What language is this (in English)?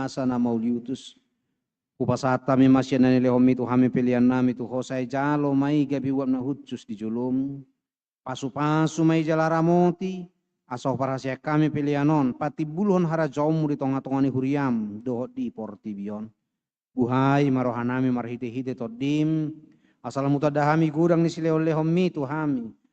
Batak Toba